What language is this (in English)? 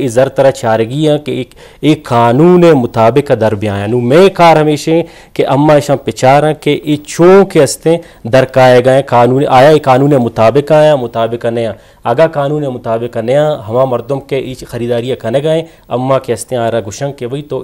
Eastern Balochi